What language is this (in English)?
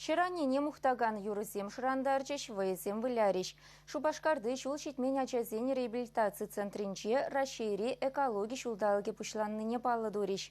Chuvash